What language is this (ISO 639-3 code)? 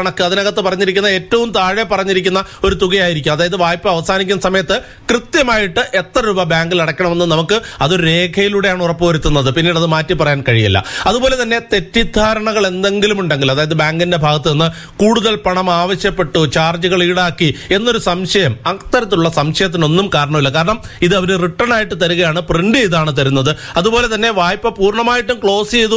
mal